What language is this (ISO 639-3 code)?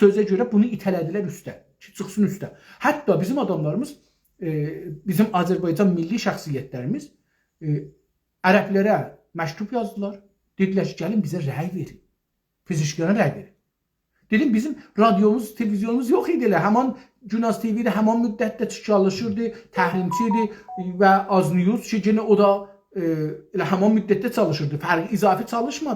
azb